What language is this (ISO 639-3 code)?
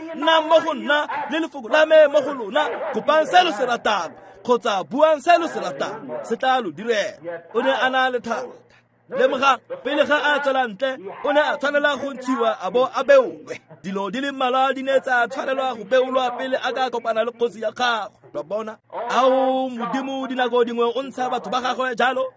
tsn